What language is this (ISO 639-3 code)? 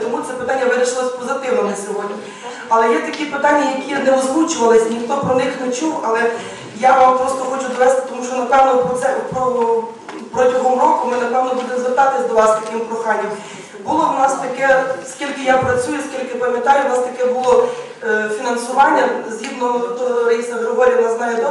ukr